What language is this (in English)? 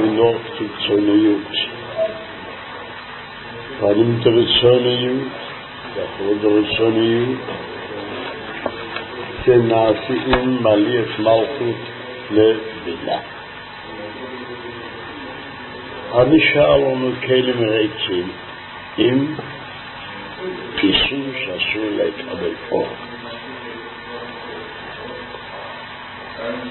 Hebrew